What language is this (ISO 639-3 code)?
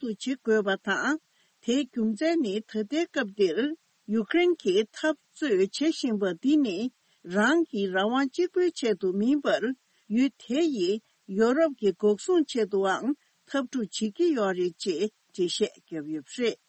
bod